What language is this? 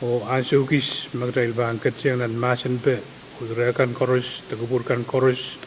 Pohnpeian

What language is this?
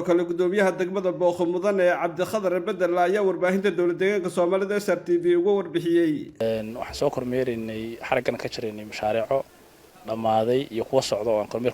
Somali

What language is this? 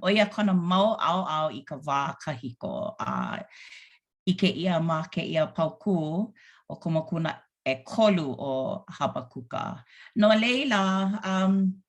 Hawaiian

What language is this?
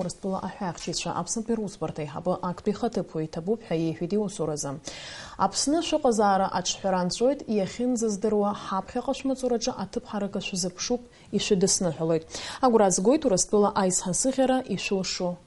Abkhazian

